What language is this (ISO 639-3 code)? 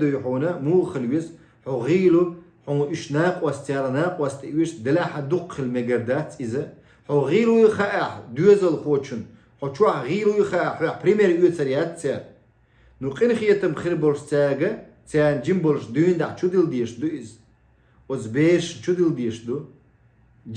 che